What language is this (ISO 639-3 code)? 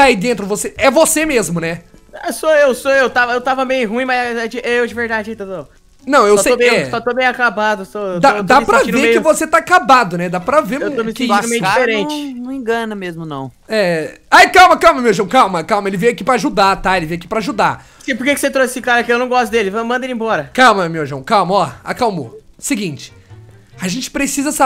por